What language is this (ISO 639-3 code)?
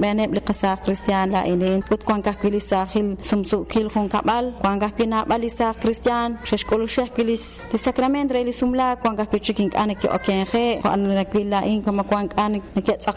kek